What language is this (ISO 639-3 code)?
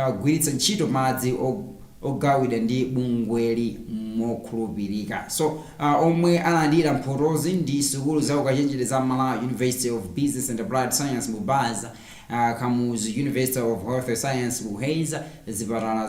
nya